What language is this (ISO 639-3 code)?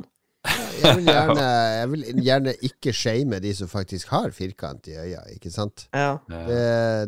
nor